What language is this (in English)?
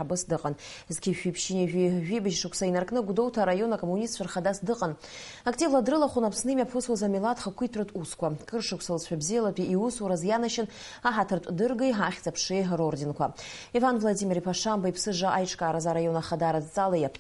Abkhazian